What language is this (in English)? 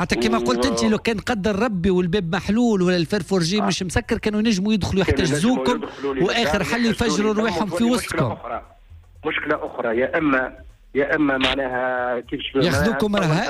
Tunisian Arabic